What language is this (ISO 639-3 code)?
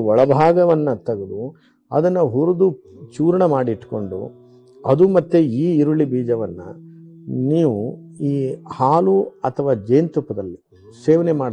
kan